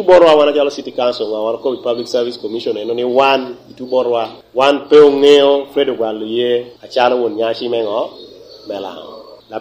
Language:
Lango (Uganda)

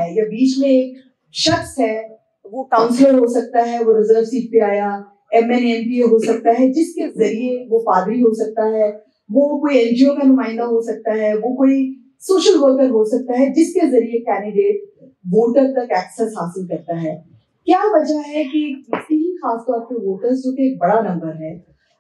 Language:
Urdu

